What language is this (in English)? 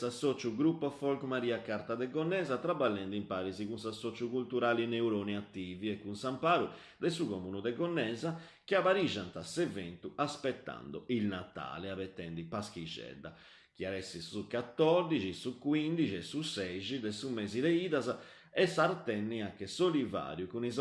Sardinian